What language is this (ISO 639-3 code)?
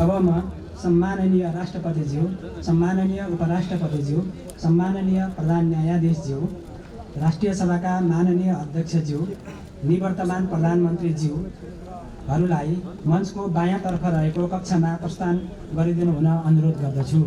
nep